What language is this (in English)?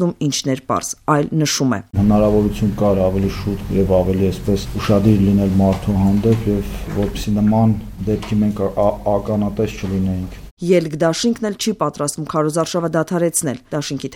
Armenian